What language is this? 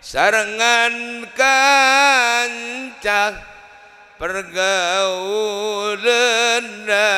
Madurese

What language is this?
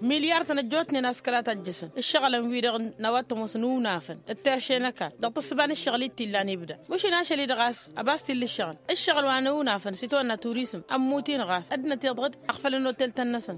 Tamasheq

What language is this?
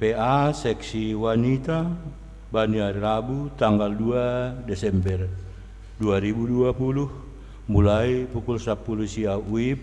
Batak Simalungun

